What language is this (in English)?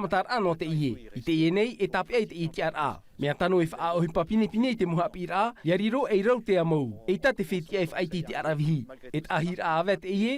Tahitian